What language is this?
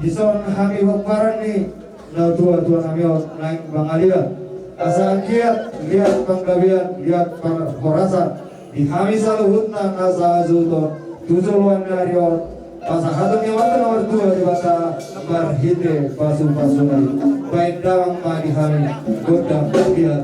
Batak Toba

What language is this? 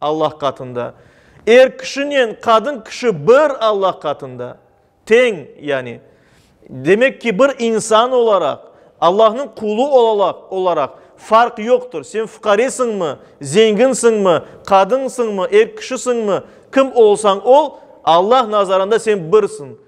Crimean Tatar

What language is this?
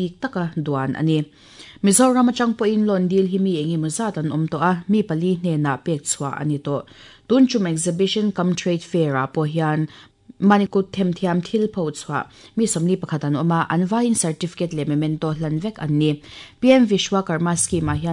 Mizo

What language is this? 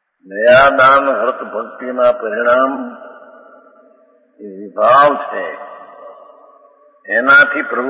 Gujarati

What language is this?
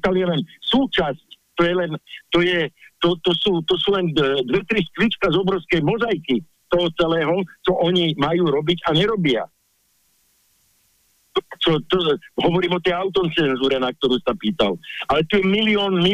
Slovak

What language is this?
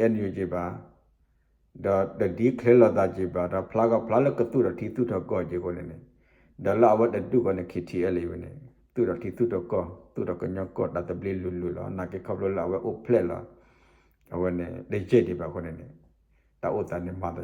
S'gaw Karen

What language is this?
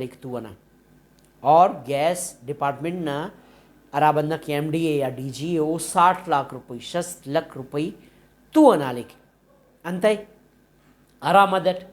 Brahui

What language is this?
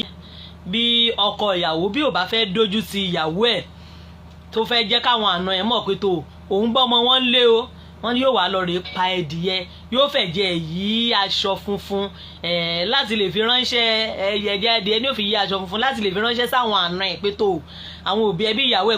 Yoruba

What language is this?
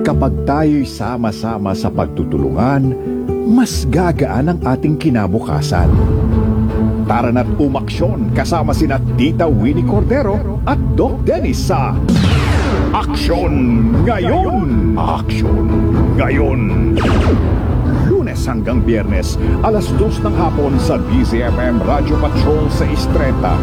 Filipino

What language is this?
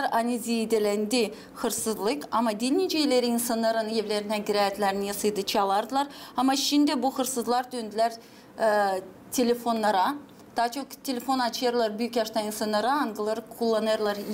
Gagauz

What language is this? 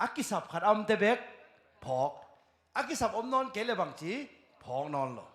Tedim Chin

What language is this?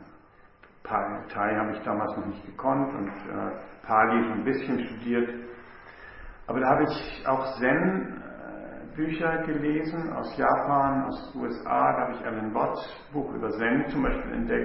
German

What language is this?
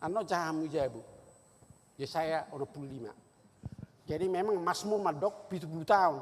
Batak Toba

